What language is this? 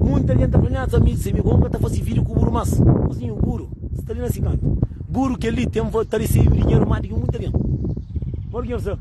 Kabuverdianu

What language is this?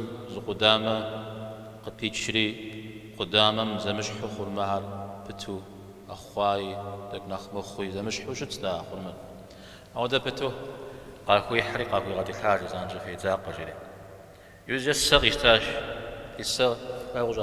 Kabardian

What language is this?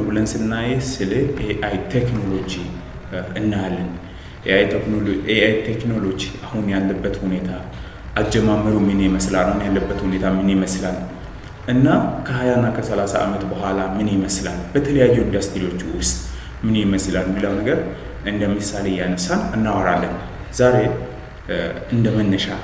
Amharic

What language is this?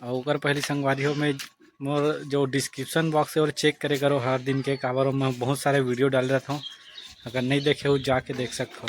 Chhattisgarhi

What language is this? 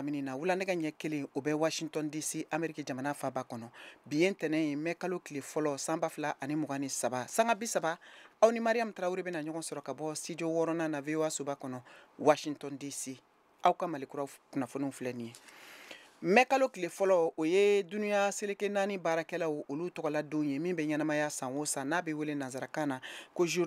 Bambara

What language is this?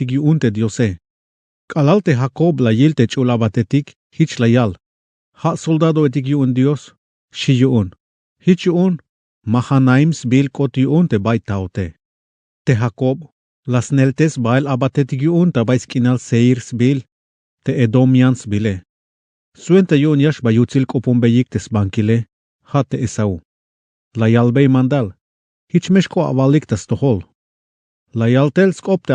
Tzeltal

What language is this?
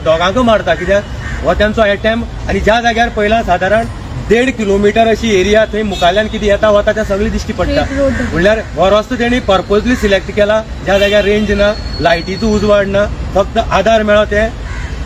Konkani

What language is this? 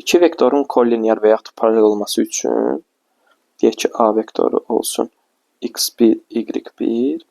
Azerbaijani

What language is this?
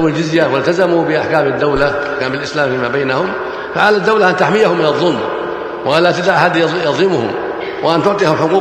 Arabic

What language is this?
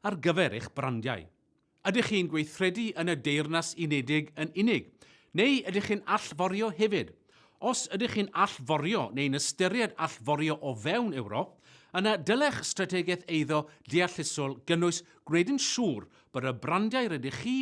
Welsh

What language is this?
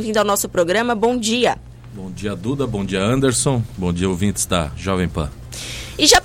Portuguese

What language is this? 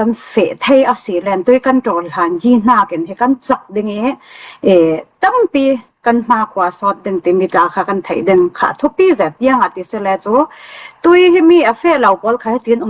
Falam Chin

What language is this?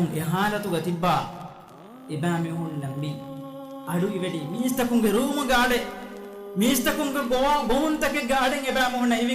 Divehi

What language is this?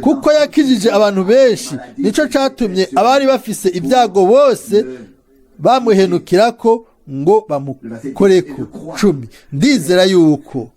Rundi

